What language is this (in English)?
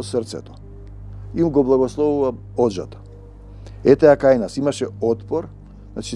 Macedonian